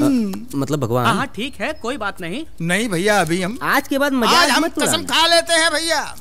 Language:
Hindi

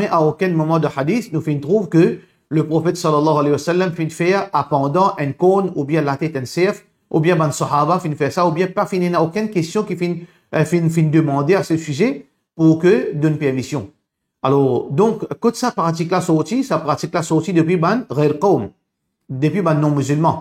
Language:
Morisyen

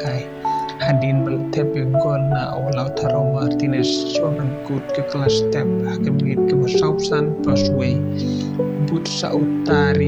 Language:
Khasi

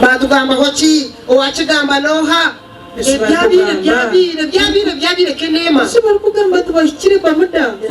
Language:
Nyankole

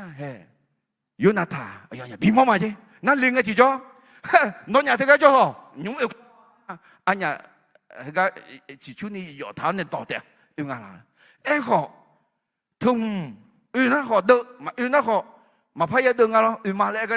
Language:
Akha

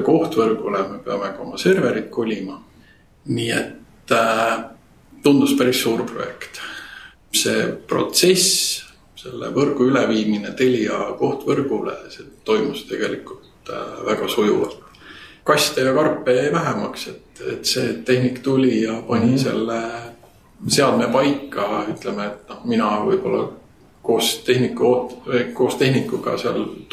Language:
Estonian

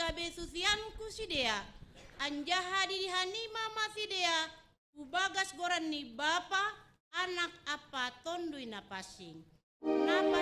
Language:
Batak Simalungun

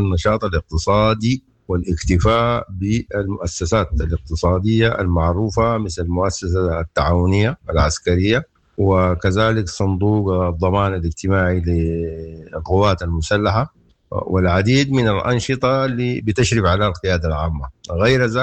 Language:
Sudanese Arabic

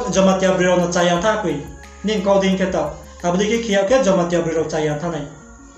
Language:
Riang (India)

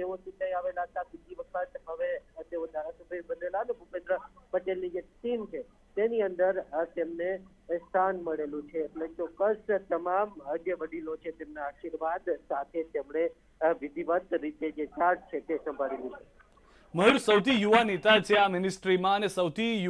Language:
Gujarati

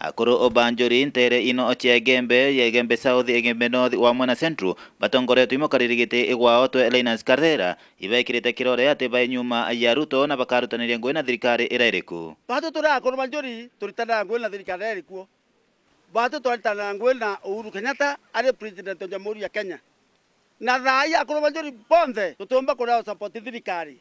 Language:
Meru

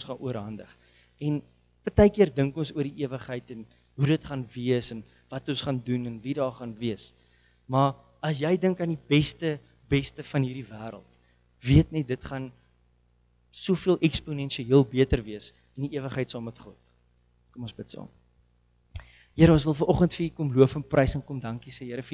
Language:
Afrikaans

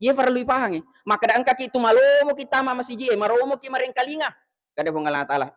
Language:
Buginese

